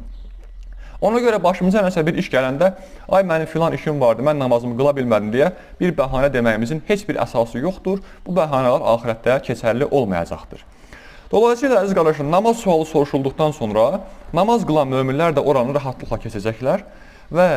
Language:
Azerbaijani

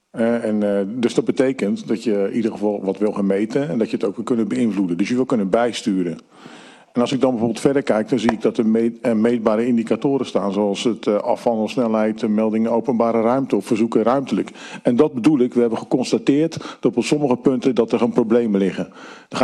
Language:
Dutch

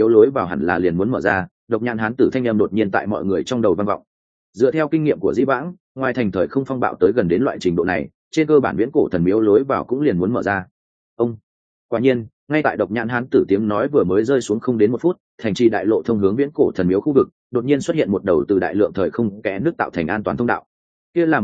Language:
Vietnamese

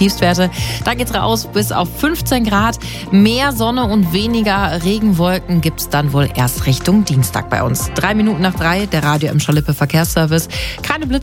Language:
German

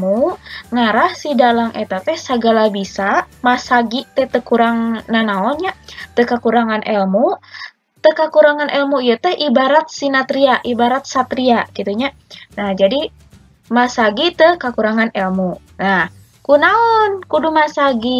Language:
Sundanese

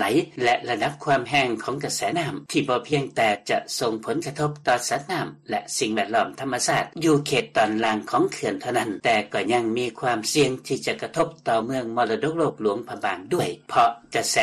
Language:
Lao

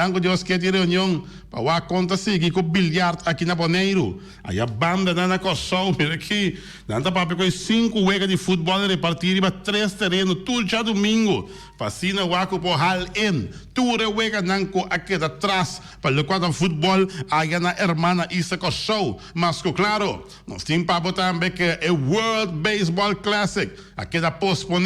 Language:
Papiamento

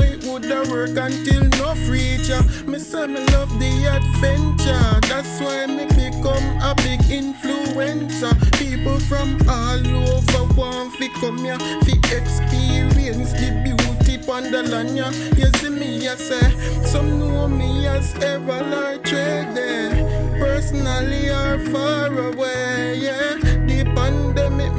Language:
Jamaican Creole English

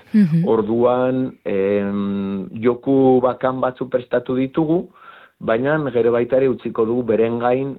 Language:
Basque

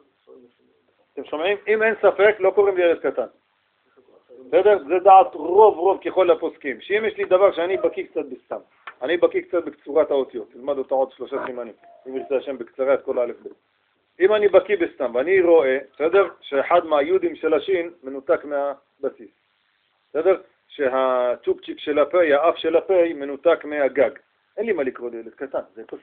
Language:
Hebrew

